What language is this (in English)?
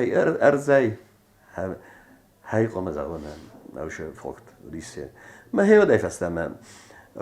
Ossetic